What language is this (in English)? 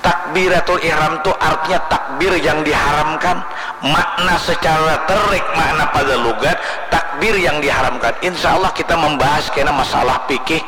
Banjar